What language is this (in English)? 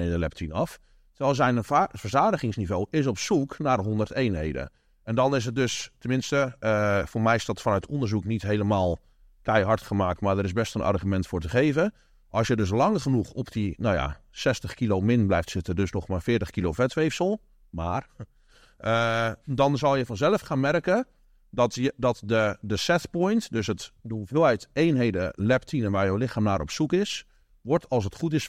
Dutch